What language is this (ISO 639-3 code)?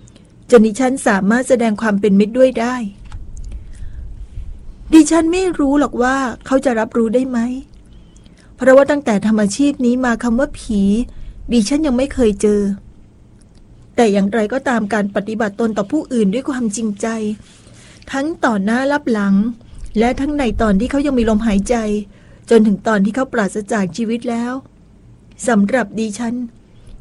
tha